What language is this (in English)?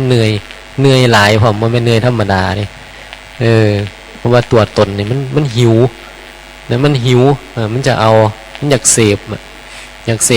Northeastern Thai